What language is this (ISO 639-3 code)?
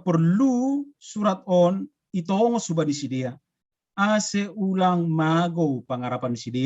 bts